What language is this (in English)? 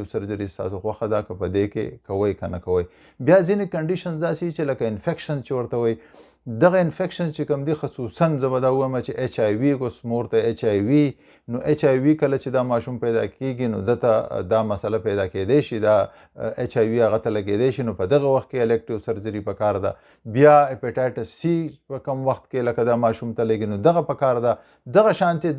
Pashto